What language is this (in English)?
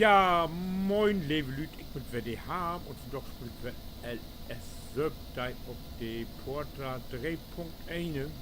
Low German